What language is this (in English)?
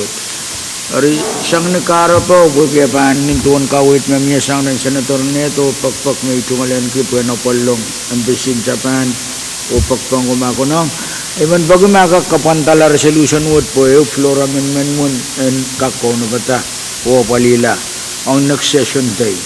Pohnpeian